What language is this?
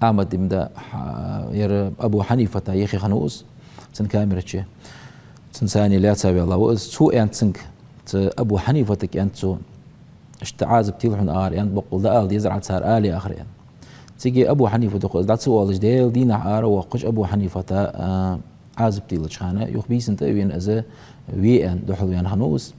Ingush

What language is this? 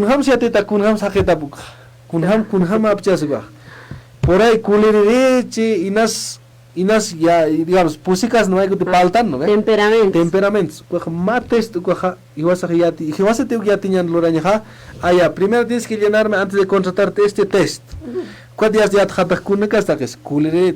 Aymara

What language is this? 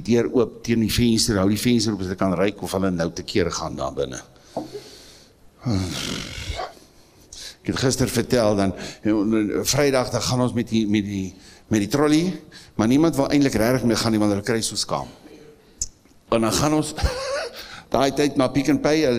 Afrikaans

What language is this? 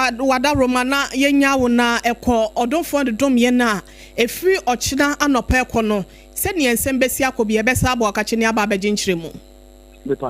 Akan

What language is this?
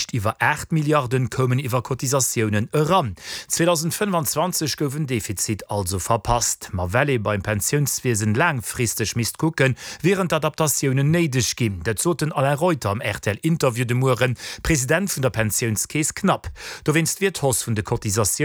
Luxembourgish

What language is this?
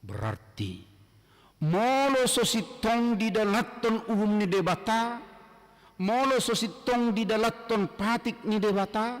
Batak Toba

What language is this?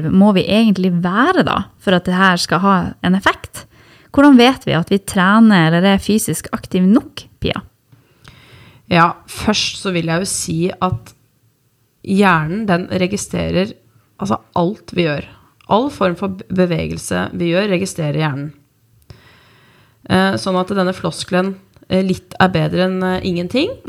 Norwegian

